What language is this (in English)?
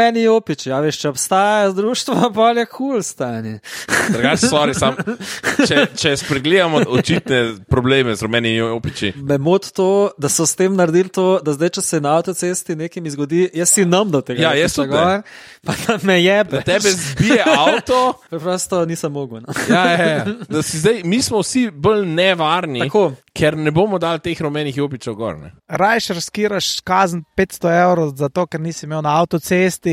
Slovenian